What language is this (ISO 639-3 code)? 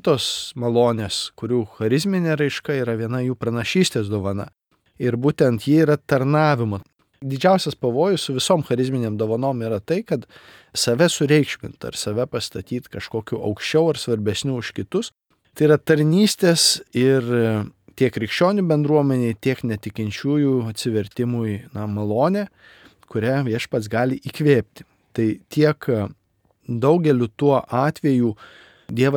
lit